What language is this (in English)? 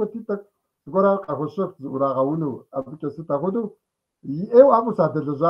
Kabardian